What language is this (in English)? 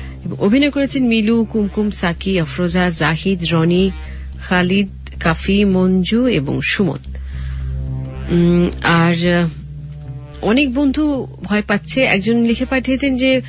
Bangla